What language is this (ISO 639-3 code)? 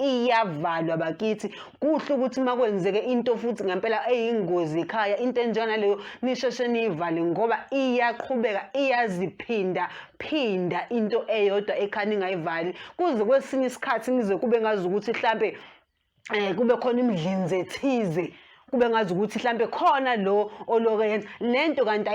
zul